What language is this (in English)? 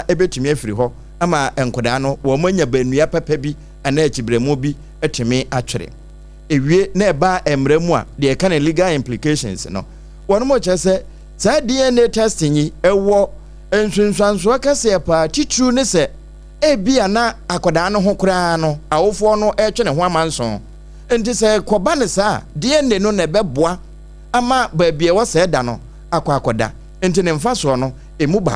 Akan